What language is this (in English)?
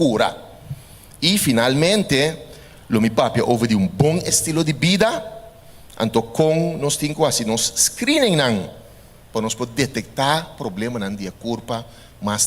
Papiamento